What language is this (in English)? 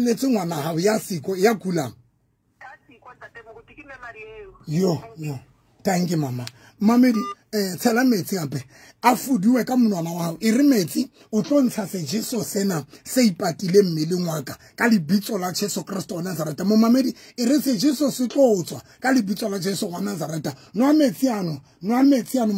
Southern Sotho